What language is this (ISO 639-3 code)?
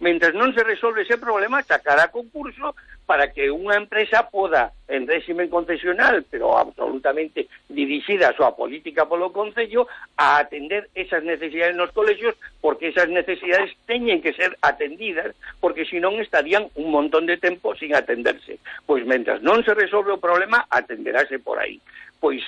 glg